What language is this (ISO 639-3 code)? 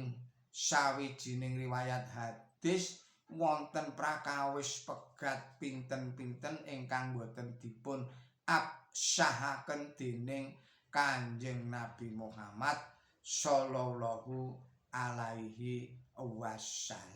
jav